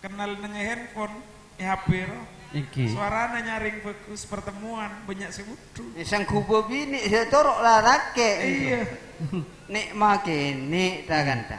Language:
Madurese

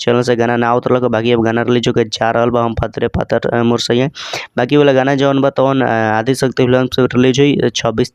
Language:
Bhojpuri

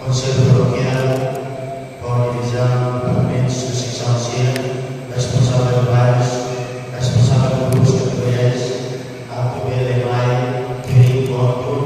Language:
Tetum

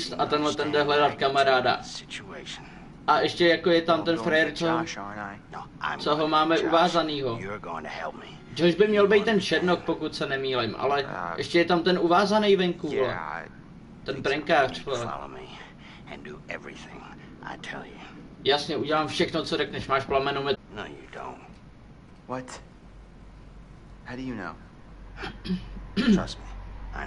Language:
Czech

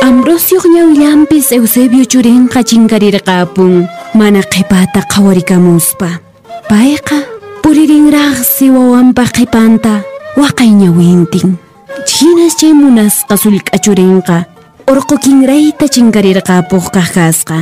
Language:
Quechua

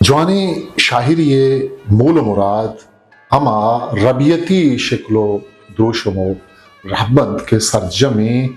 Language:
Eastern Balochi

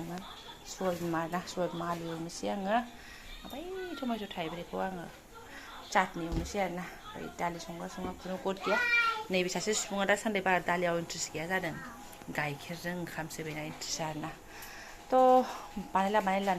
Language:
Bodo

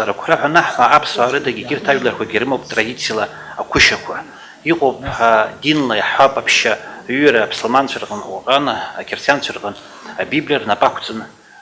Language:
Abkhazian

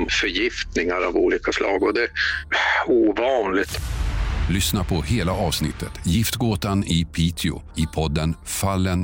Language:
Swedish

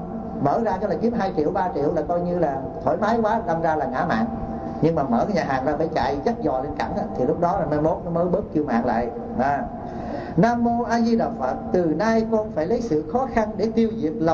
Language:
Vietnamese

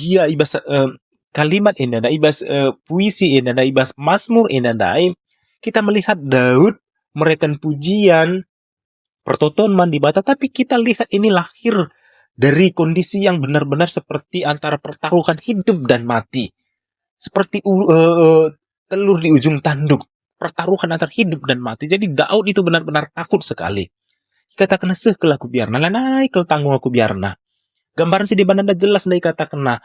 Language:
Batak Karo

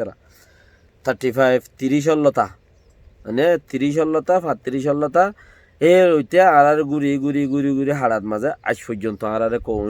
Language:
Rohingya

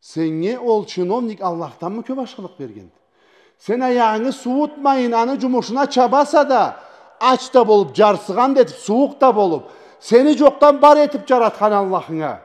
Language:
Karachay-Balkar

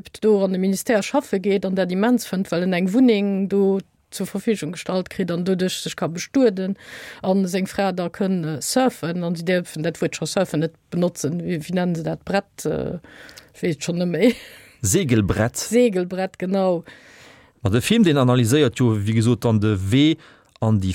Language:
Luxembourgish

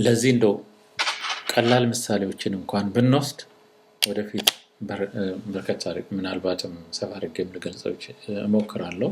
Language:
Amharic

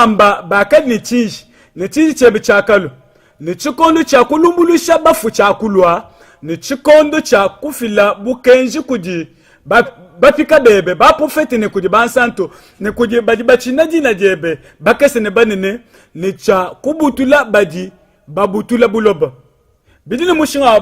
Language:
Luba-Lulua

